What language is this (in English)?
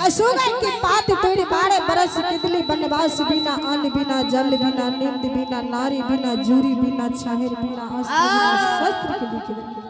Angika